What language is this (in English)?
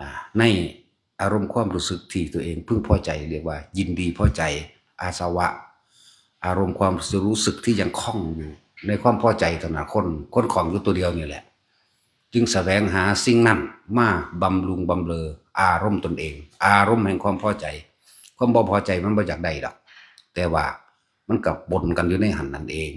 Northeastern Thai